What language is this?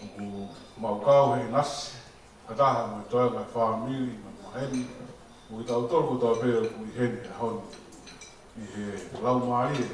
Tongan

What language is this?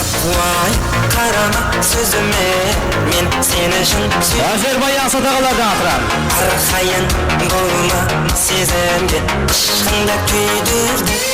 Kara-Kalpak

